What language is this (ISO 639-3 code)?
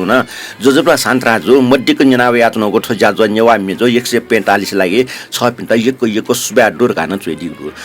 new